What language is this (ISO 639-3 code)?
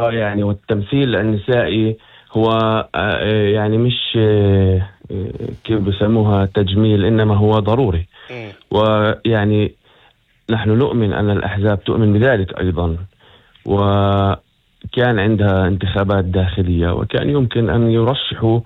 apc